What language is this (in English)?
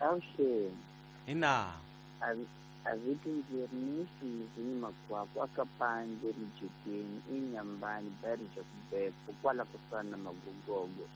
Tsonga